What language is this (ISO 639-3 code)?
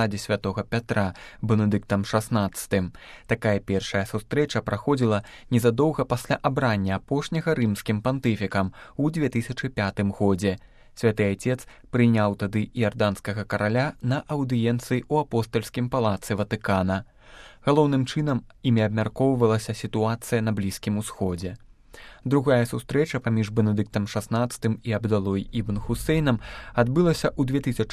bel